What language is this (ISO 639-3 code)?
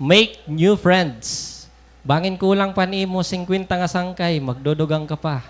war